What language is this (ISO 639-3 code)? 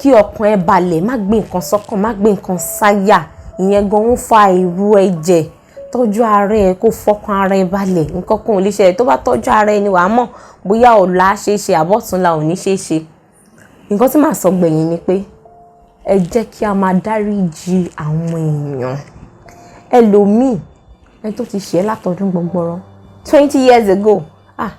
yor